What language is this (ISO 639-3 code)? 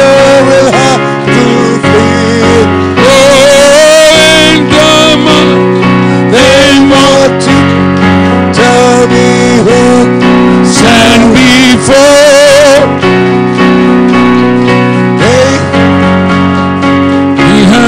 mal